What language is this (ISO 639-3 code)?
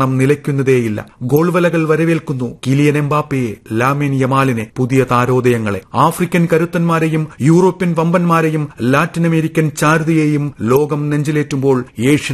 mal